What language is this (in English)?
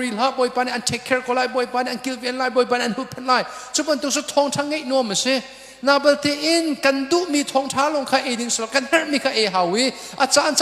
Hakha Chin